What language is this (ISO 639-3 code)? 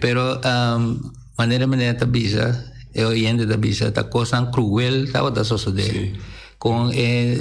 pap